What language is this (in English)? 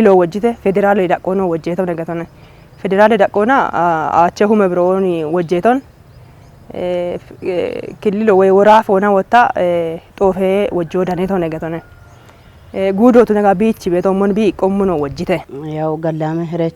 Kafa